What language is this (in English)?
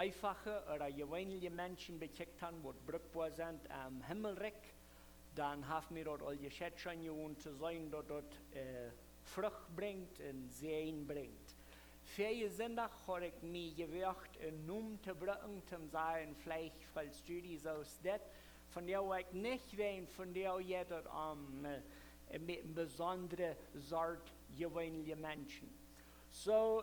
Plautdietsch